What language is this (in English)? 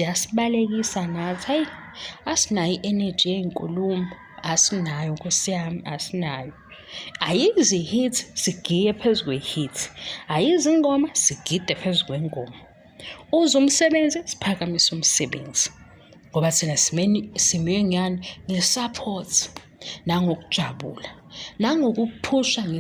Zulu